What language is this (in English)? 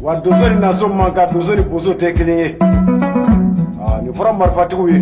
Bambara